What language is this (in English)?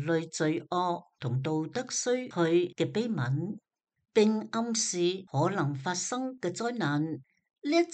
Cantonese